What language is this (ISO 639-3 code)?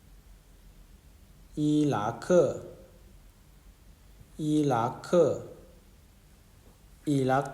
lao